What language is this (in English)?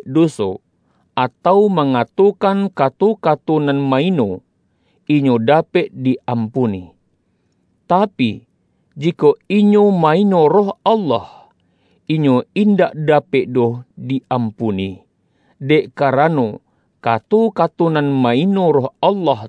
Minangkabau